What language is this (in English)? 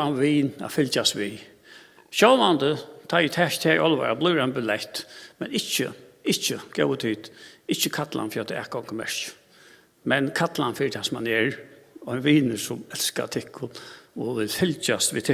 Faroese